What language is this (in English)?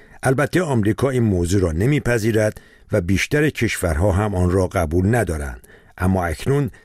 Persian